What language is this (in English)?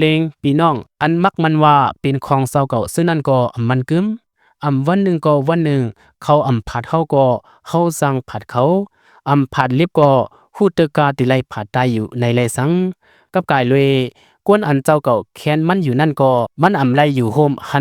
Shan